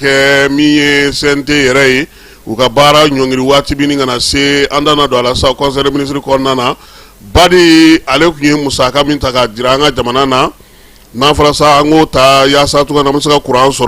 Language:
Bambara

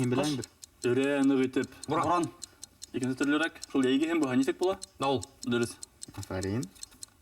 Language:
Bashkir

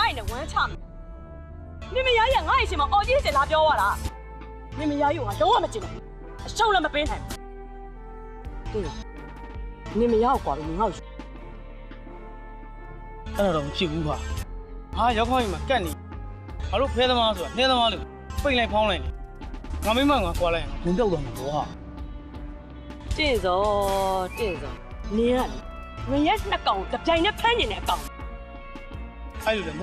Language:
Burmese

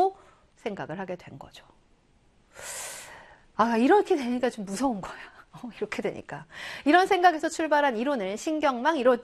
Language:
Korean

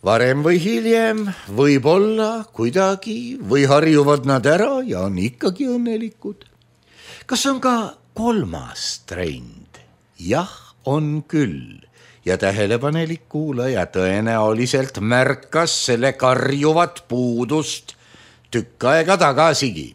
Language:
Estonian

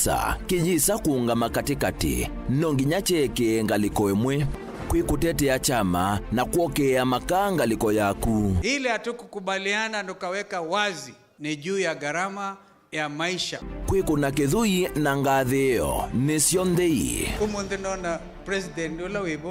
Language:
Kamba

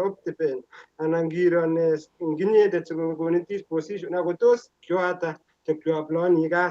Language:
Kalenjin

